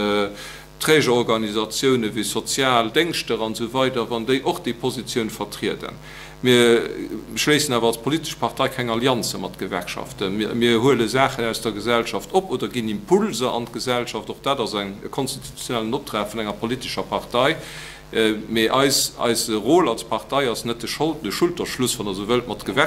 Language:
Luxembourgish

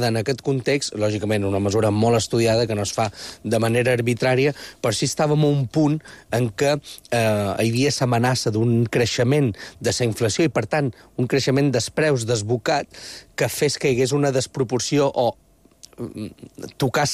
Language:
Catalan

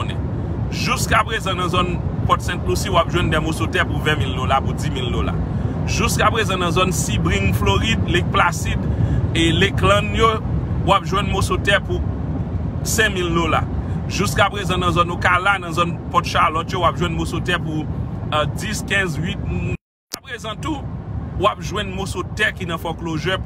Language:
Haitian Creole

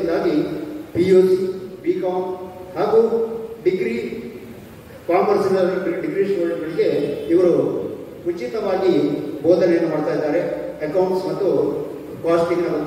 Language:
Kannada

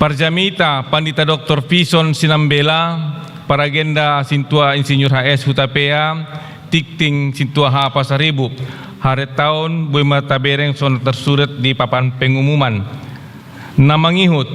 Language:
Batak Toba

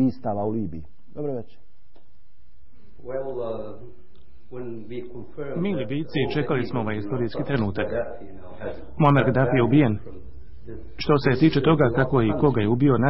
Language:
Bosnian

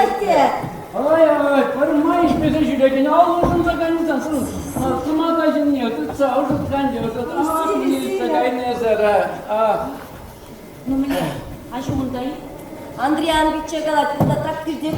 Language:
Chuvash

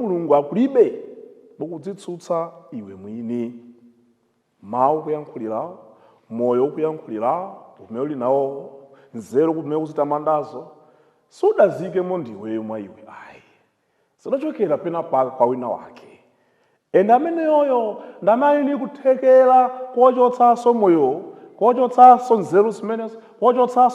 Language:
Nyanja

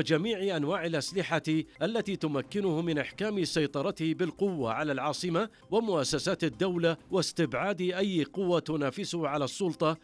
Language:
Arabic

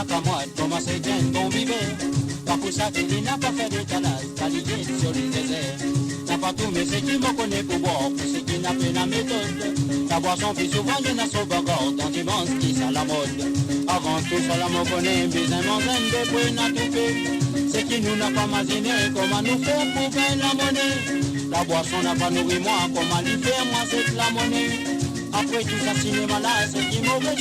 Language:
Morisyen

